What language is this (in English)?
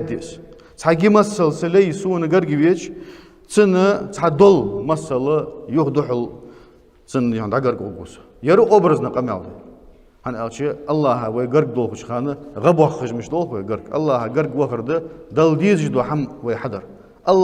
Ingush